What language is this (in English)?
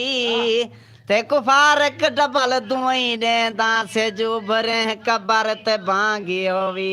Saraiki